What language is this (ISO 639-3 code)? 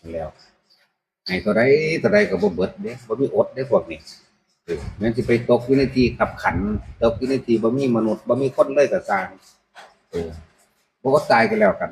tts